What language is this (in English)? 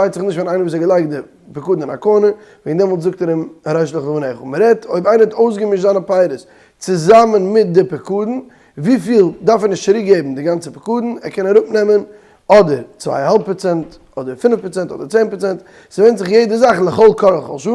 Yiddish